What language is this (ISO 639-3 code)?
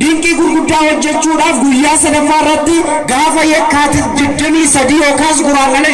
orm